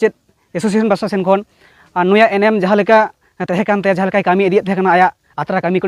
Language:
Santali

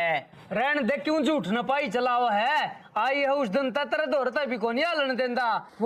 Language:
Haryanvi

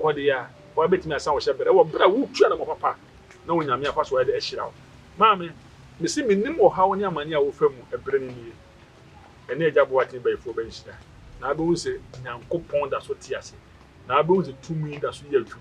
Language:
Akan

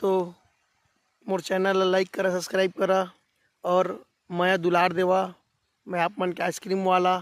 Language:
Chhattisgarhi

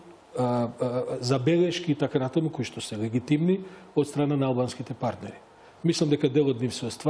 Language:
Macedonian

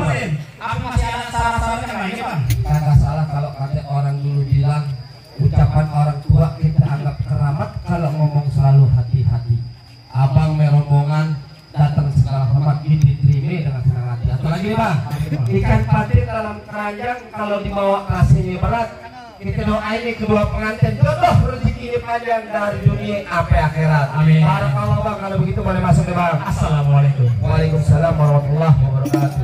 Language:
Betawi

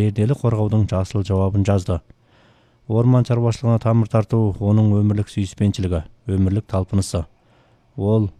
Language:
Kazakh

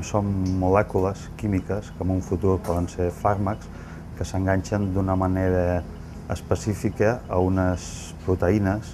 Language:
Catalan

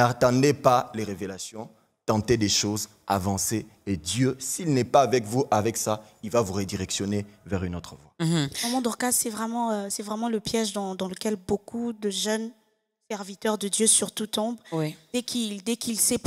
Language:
French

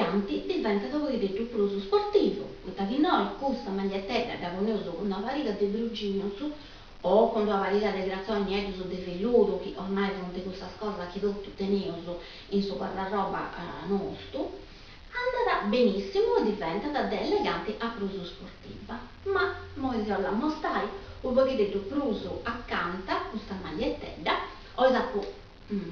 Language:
Sardinian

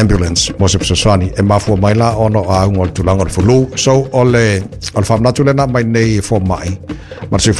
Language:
Samoan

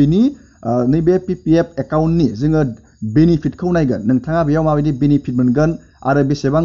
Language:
Bodo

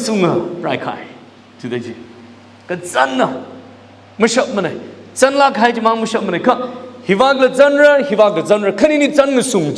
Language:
Tangkhul Naga (India)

